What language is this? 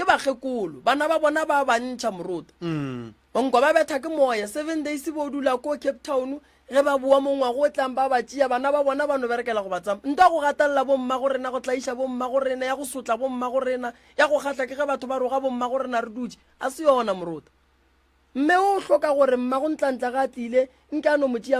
Northern Sotho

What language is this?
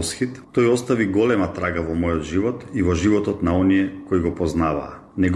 Macedonian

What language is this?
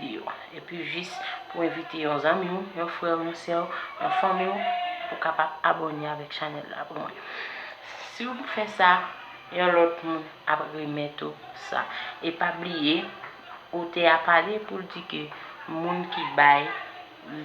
Haitian Creole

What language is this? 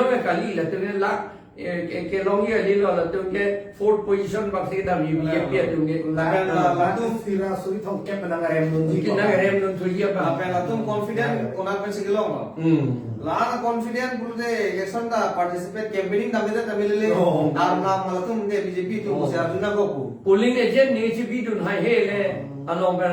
Karbi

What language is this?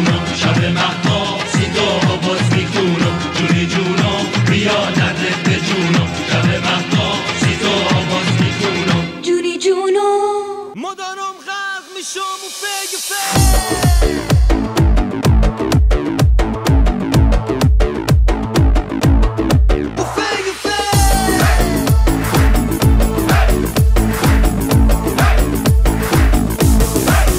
Persian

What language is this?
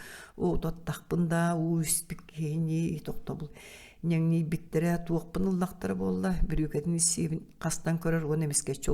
Yakut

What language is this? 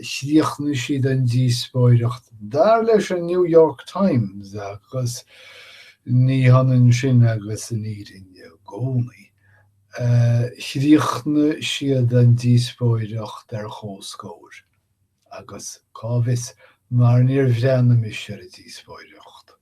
Irish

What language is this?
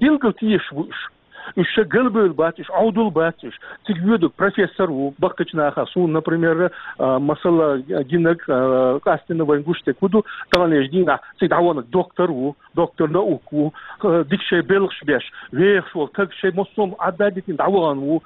Chechen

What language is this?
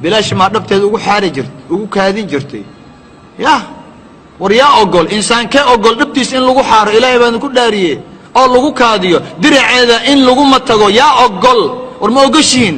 Somali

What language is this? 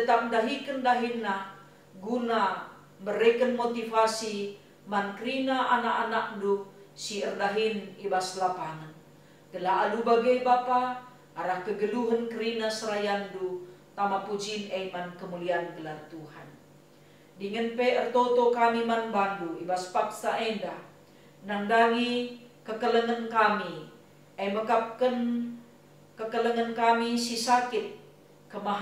Batak Karo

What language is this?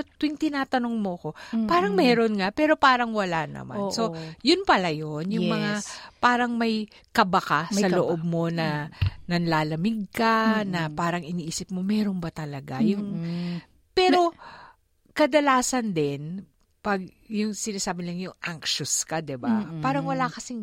Filipino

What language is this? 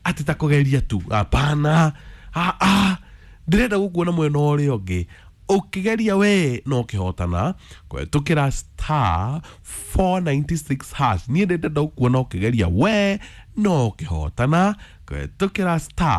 Kikuyu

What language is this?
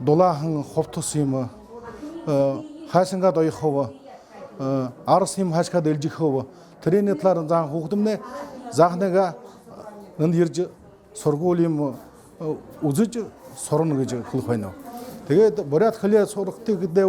Buriat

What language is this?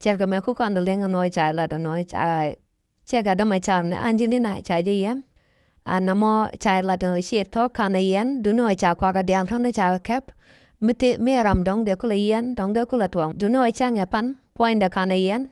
Nuer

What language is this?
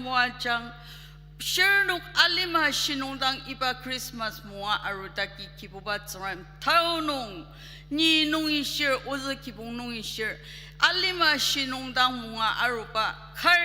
Ao Naga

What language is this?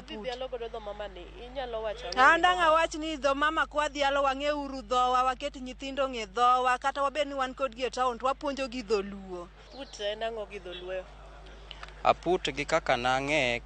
Luo (Kenya and Tanzania)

